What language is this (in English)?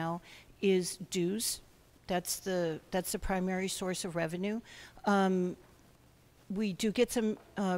English